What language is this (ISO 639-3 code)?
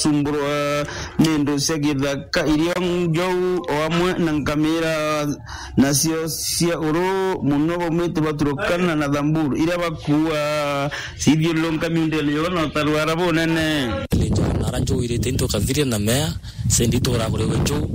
mer